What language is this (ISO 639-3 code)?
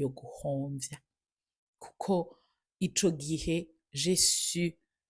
run